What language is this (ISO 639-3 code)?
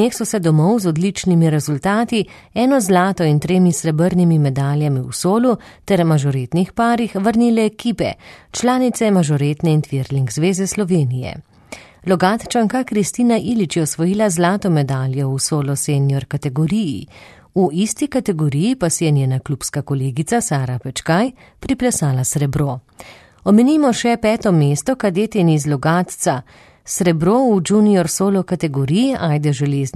slv